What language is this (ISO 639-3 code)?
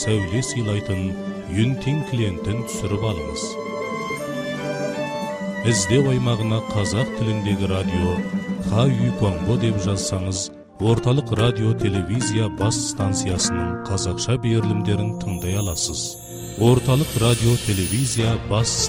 kaz